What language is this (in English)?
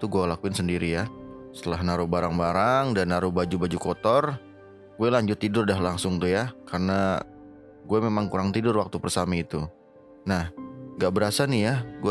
Indonesian